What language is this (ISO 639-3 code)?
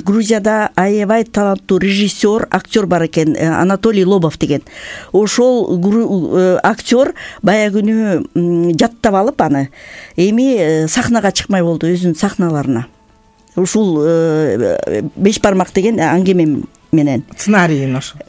kir